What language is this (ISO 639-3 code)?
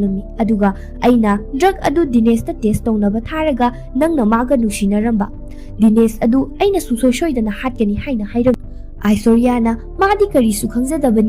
mni